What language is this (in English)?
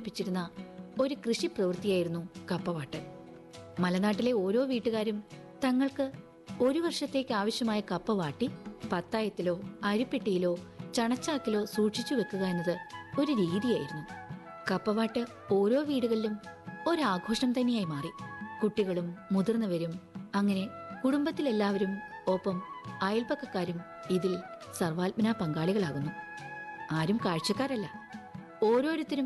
Malayalam